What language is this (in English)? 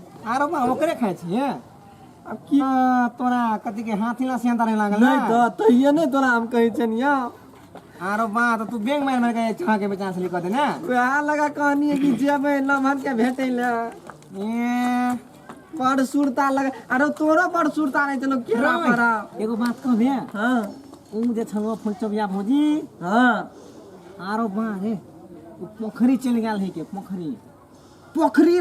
Maithili